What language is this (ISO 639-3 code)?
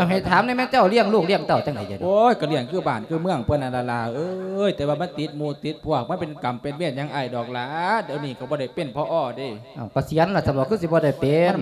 lao